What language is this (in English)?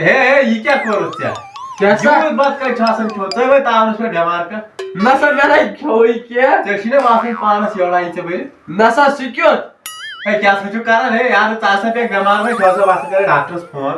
Kashmiri